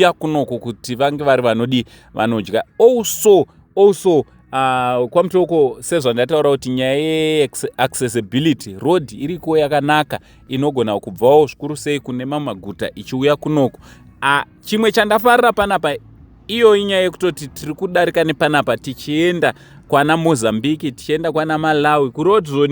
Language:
Shona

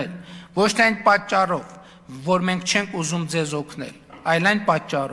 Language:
Armenian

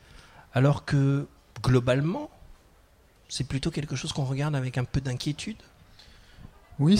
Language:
French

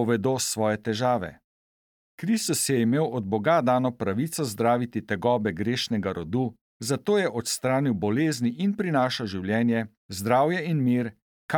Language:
Slovenian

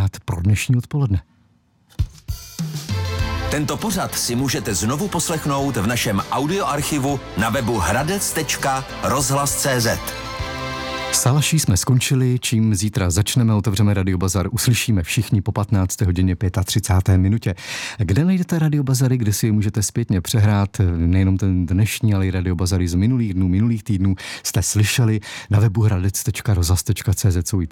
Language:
Czech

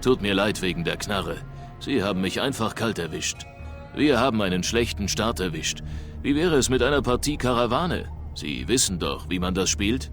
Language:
Bavarian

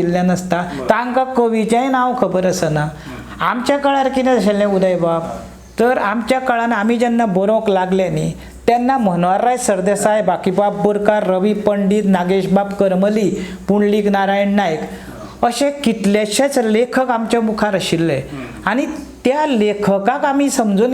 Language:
Konkani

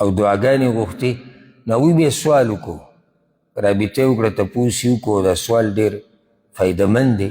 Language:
Pashto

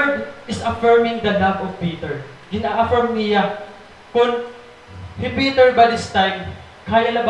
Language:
Waray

